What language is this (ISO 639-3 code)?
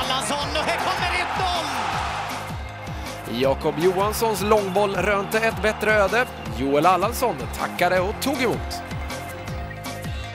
swe